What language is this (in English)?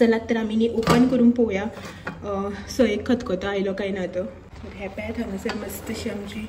Konkani